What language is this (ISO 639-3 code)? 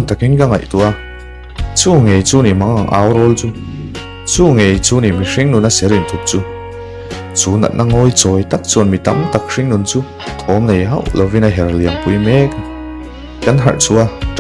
lus